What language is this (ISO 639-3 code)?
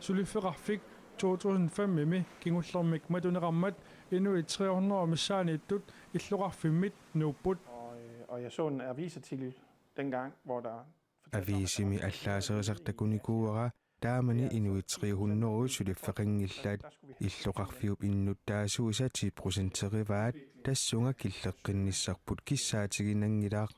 kal